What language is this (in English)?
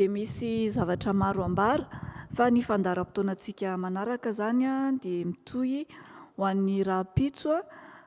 Malagasy